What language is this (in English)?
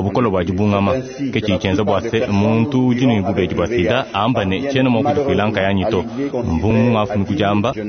Luba-Lulua